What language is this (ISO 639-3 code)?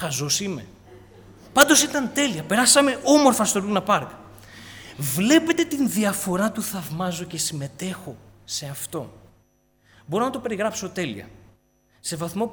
ell